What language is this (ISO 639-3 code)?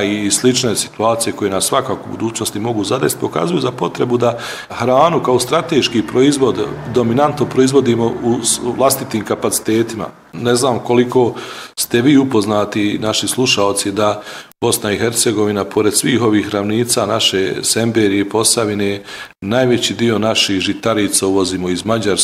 bos